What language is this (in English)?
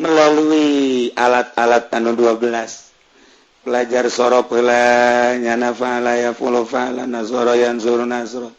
Sundanese